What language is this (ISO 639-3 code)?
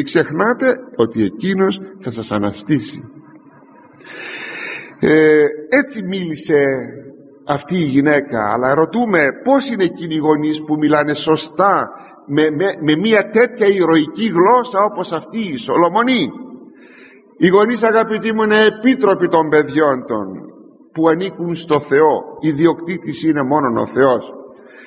ell